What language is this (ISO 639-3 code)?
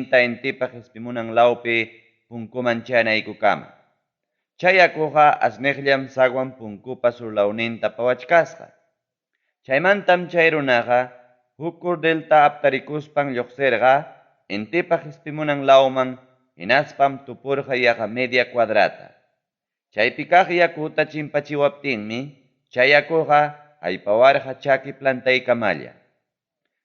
quy